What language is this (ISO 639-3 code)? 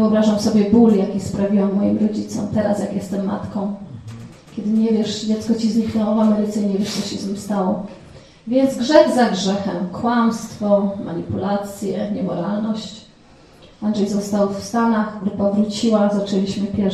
pol